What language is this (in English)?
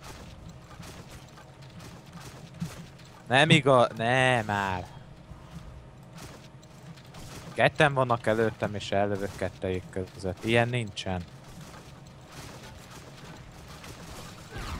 Hungarian